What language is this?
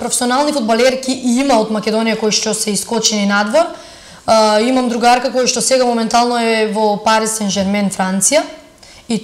Macedonian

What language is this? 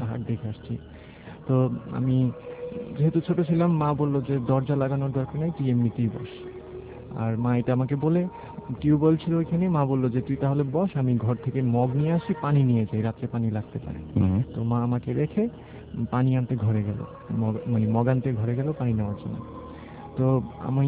Bangla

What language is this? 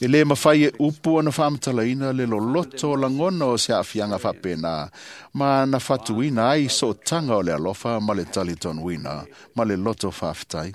Samoan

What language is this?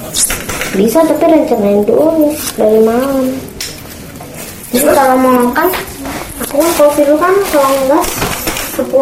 Indonesian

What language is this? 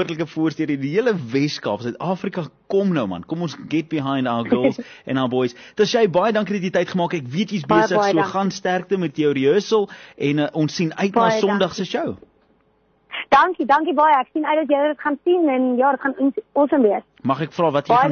Afrikaans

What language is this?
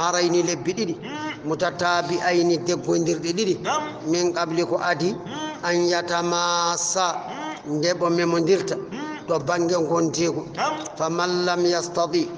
Fula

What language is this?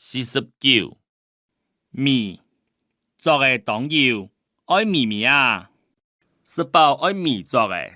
Hakka Chinese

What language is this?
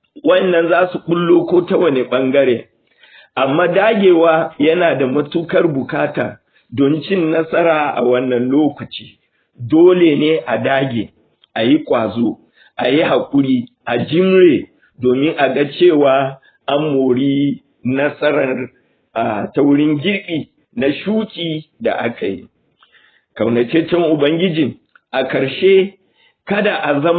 Hausa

